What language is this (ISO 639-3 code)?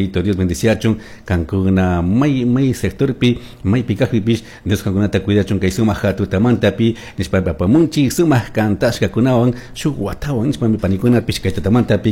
qug